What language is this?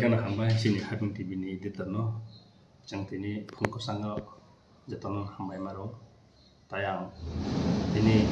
Kok Borok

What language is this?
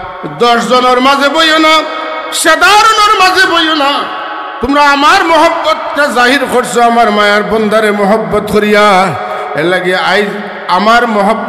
Sylheti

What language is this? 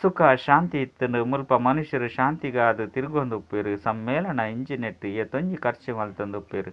Tulu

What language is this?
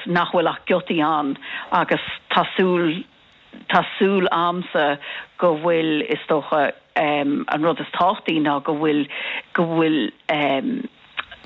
Irish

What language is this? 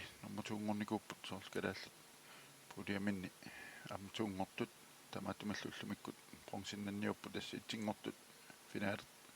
Kalaallisut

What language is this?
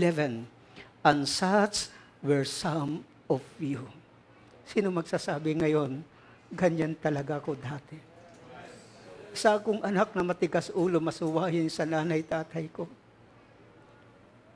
Filipino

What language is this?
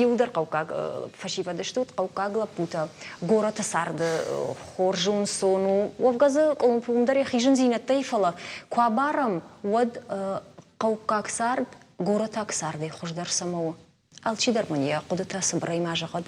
Ossetic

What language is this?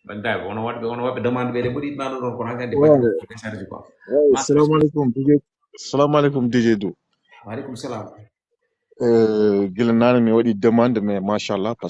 Fula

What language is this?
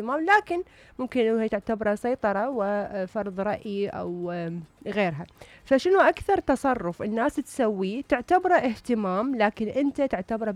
Mesopotamian Arabic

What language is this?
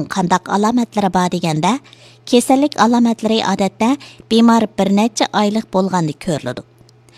Uyghur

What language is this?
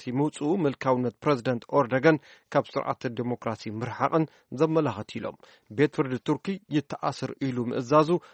Tigrinya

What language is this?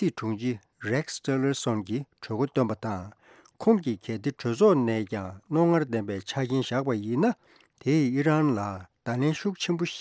Tibetan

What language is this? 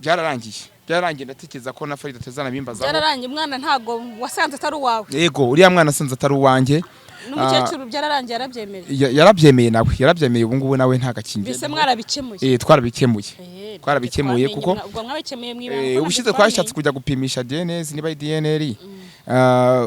Kinyarwanda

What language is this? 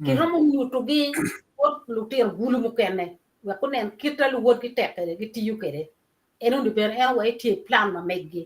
Acoli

